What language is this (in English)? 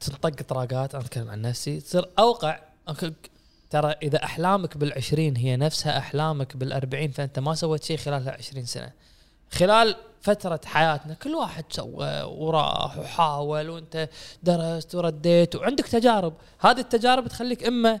Gulf Arabic